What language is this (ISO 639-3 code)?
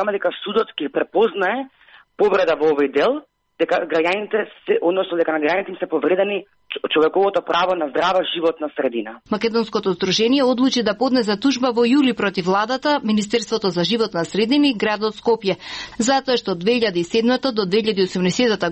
mkd